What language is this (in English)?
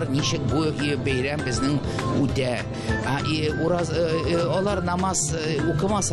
Tatar